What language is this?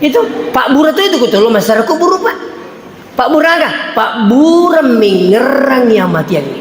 Buginese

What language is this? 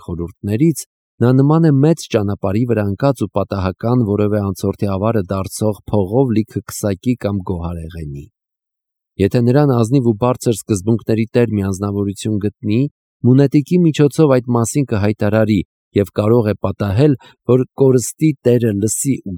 Armenian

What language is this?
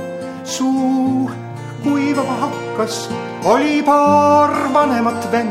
Estonian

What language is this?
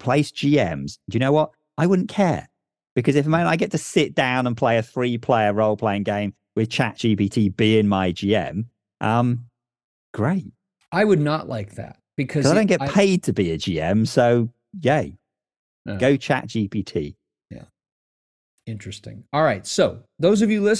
English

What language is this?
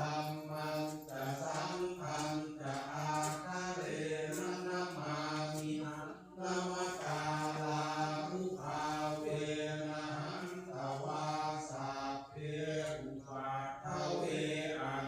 Pali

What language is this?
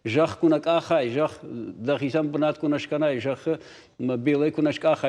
Ossetic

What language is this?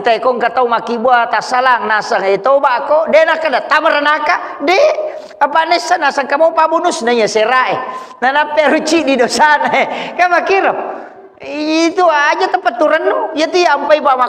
Buginese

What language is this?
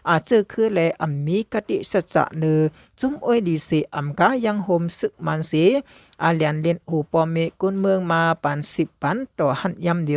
Shan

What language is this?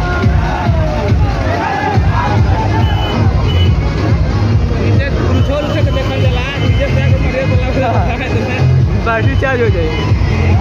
Bhojpuri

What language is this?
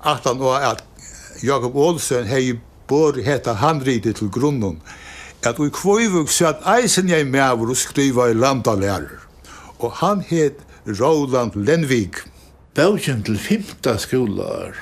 Faroese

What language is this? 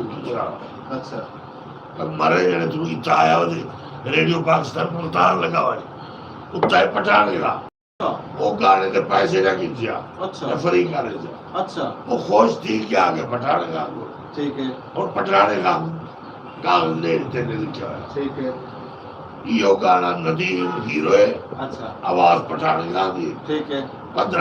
Saraiki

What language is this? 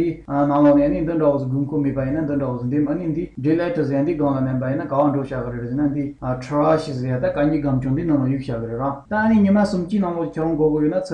Tibetan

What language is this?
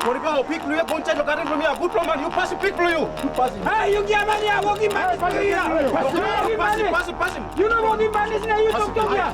Tok Pisin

